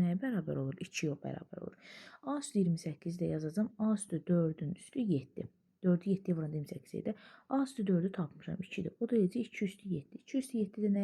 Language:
Azerbaijani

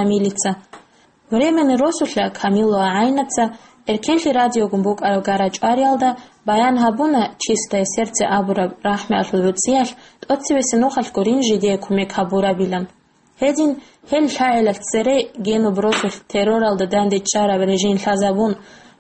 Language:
Avaric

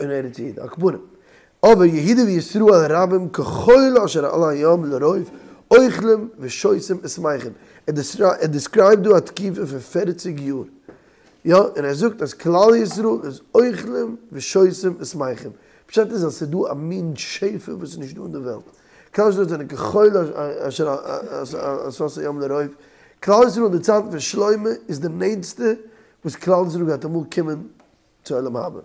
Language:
Yiddish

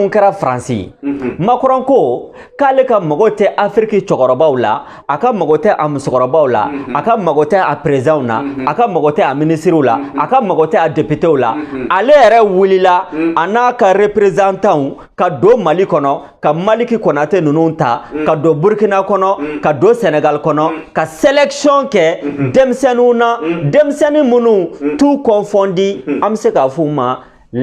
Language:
Bambara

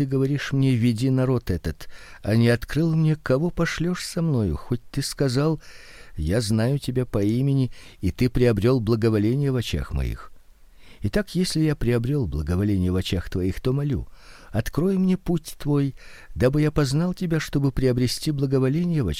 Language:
Russian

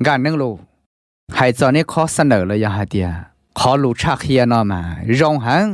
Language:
Hmong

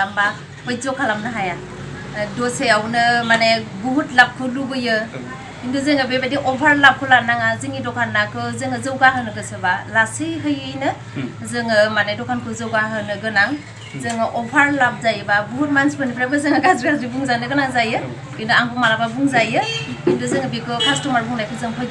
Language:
Bodo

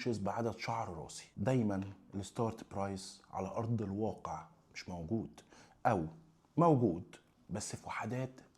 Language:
Egyptian Arabic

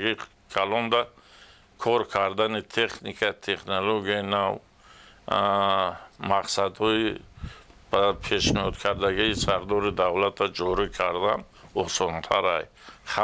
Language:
Tajik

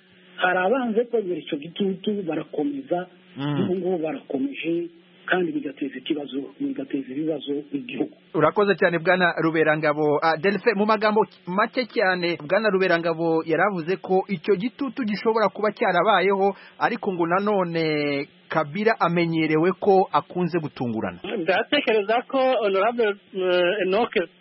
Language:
Kinyarwanda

